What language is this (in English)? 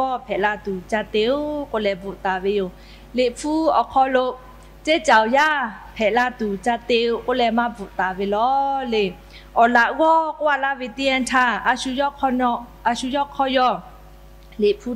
Lahu